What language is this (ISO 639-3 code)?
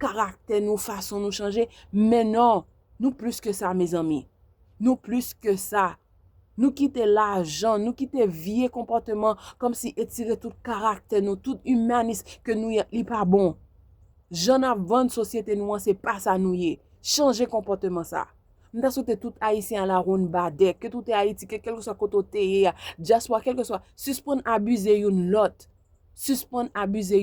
hat